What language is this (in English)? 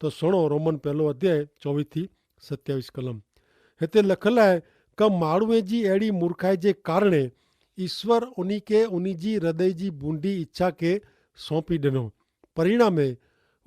Kachhi